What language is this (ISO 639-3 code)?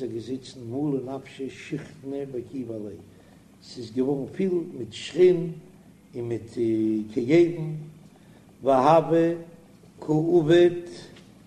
yid